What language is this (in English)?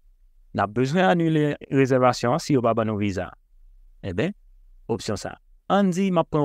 Haitian Creole